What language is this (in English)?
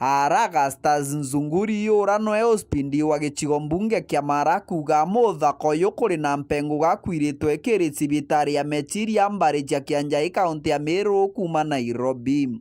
Meru